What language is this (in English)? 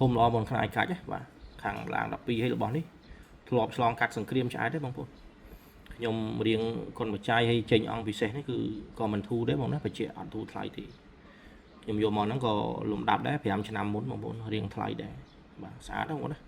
Khmer